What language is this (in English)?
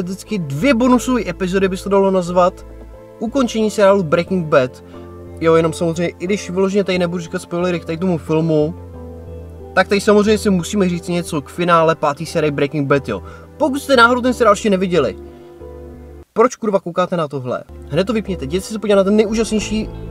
Czech